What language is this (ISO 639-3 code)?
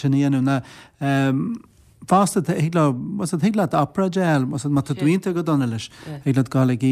gle